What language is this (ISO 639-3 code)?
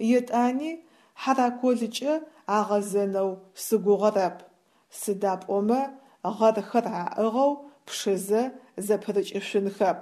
ady